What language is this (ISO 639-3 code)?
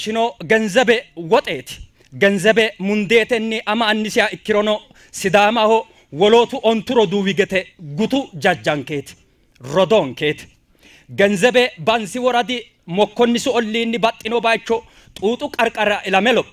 sid